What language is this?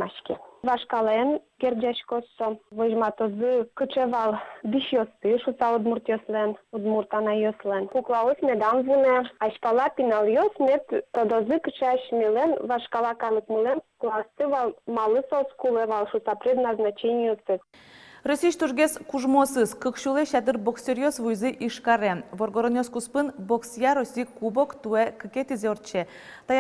Udmurt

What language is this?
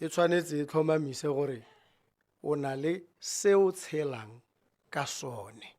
Tswana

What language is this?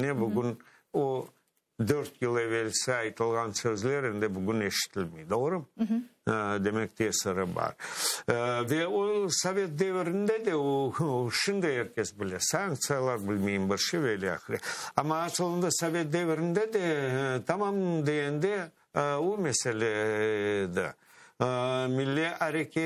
Crimean Tatar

